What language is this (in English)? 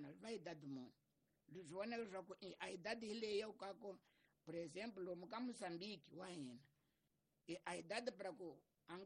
Tsonga